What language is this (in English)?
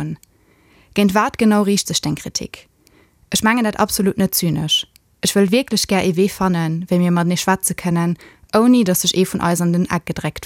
Luxembourgish